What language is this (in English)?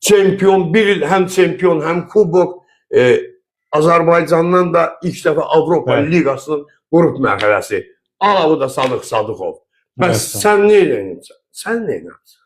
Azerbaijani